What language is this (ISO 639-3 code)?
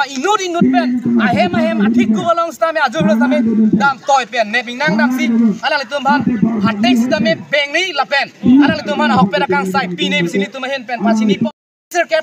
mjw